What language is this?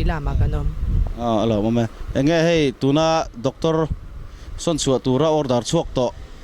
Mizo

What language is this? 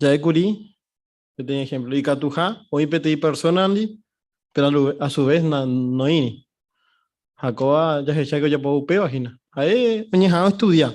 Guarani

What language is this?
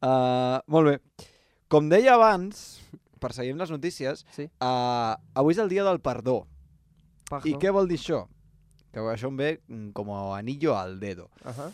Catalan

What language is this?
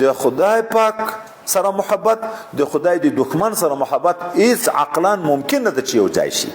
Pashto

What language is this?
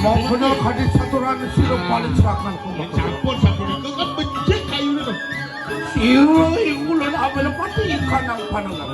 Balinese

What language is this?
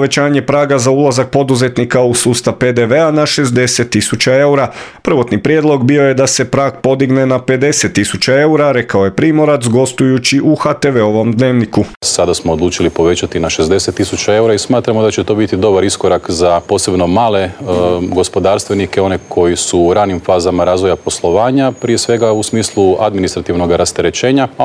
Croatian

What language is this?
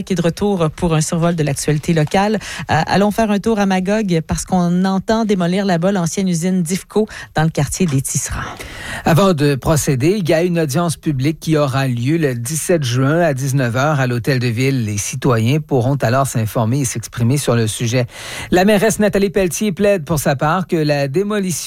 French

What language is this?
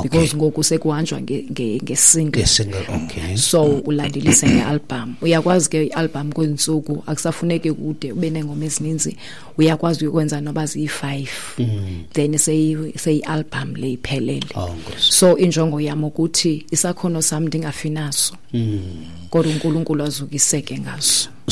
Xhosa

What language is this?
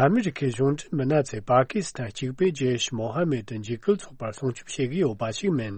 Tibetan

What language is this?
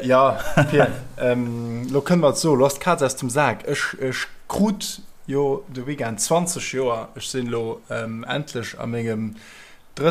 Luxembourgish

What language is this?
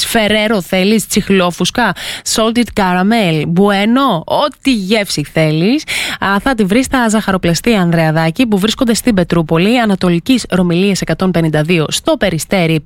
Greek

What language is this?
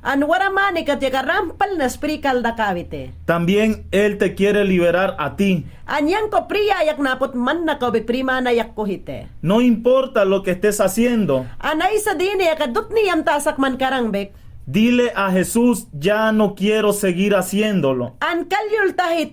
Mayangna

